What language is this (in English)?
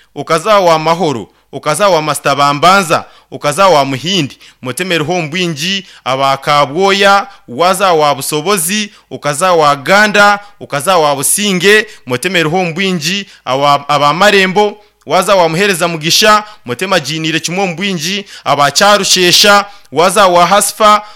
Nyankole